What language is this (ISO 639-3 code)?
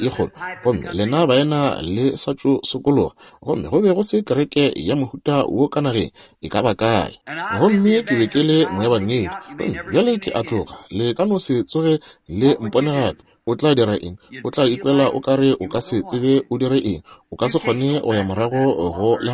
nso